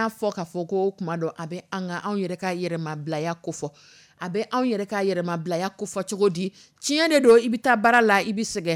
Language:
Dyula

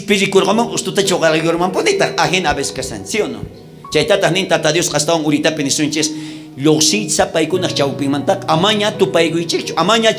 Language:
South Bolivian Quechua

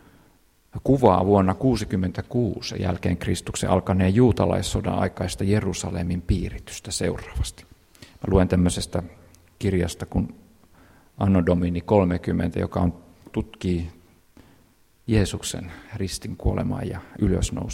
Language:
Finnish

